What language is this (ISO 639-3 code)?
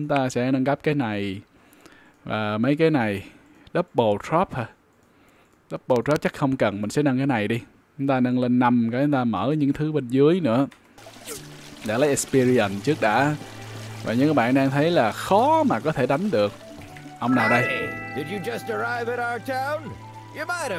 vie